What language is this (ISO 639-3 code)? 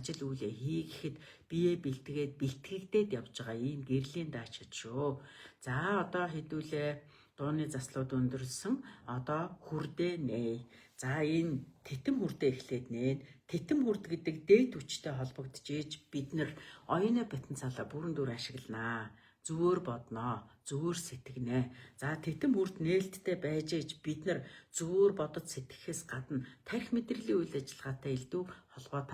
mon